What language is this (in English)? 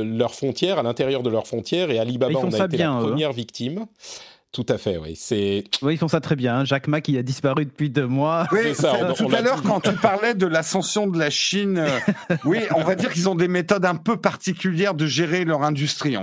French